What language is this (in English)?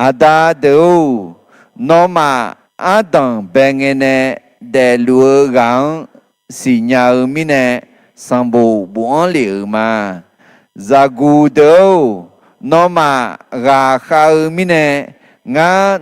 Akha